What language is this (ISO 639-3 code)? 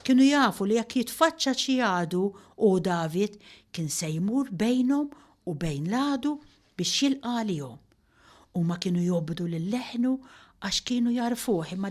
mlt